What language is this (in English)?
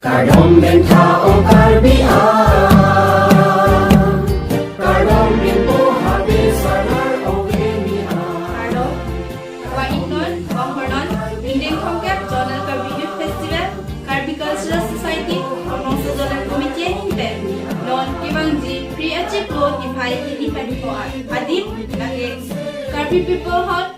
Karbi